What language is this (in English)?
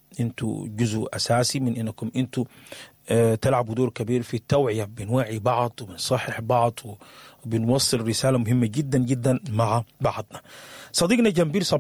Sudanese Arabic